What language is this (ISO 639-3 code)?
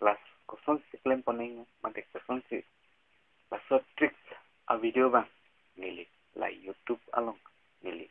mjw